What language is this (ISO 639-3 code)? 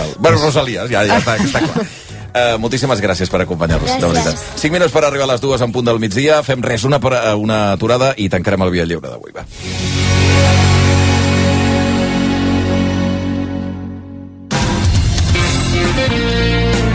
cat